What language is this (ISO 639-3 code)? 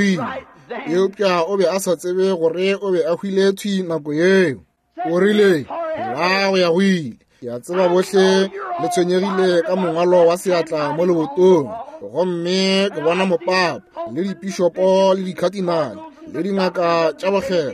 nso